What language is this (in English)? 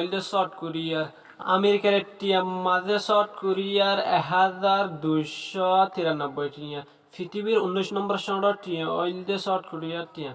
Rohingya